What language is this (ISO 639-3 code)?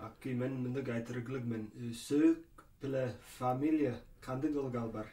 tyv